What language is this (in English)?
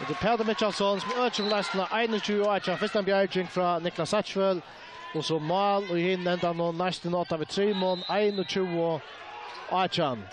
Faroese